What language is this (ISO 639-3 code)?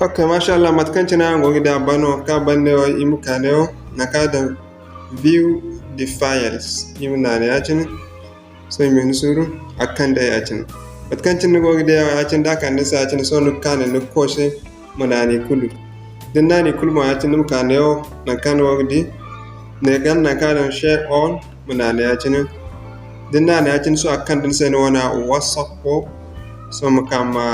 dje